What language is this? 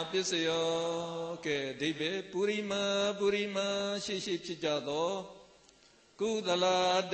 Burmese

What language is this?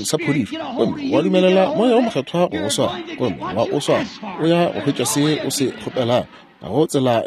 Northern Sotho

